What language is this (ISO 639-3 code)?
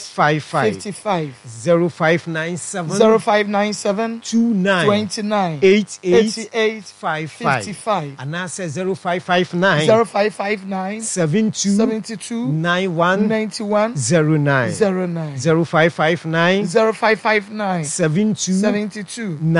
aka